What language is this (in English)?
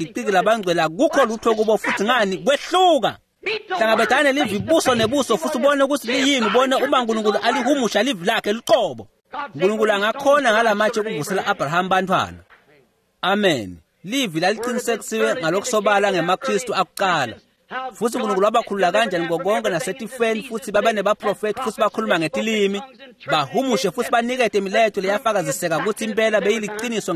Swati